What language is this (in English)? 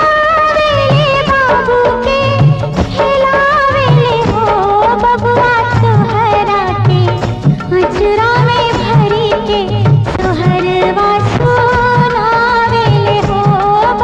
Bhojpuri